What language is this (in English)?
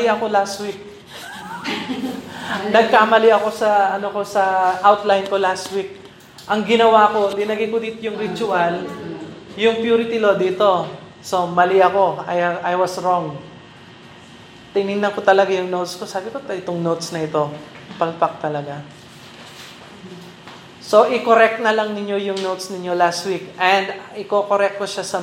Filipino